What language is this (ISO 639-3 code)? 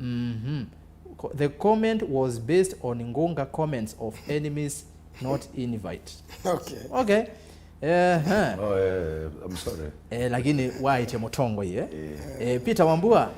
kam